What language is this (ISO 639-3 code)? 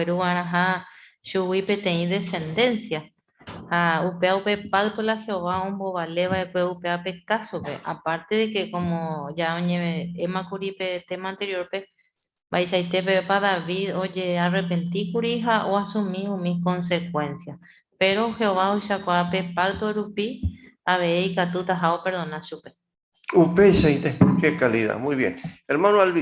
grn